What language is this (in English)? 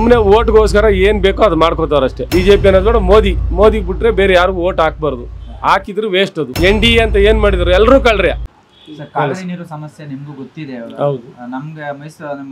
Kannada